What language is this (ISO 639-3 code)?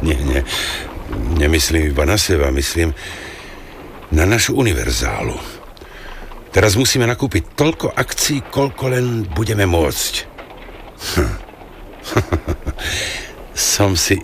slk